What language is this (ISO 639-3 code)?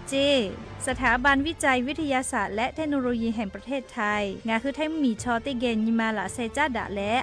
lhu